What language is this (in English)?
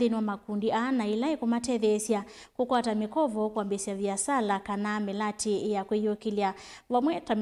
Kamba